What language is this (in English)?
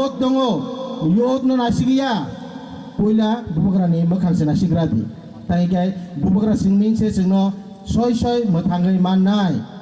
Kok Borok